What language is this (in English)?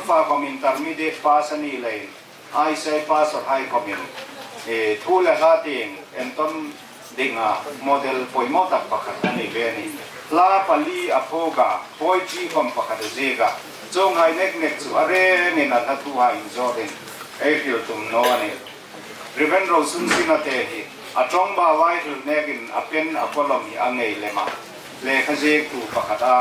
Hmar